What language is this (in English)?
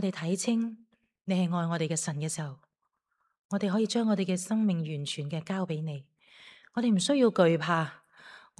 Cantonese